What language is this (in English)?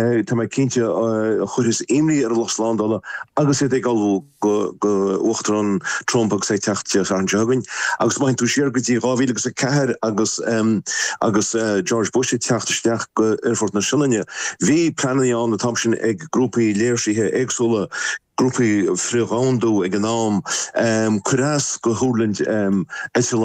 Irish